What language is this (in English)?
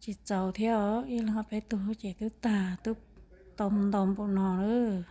Hmong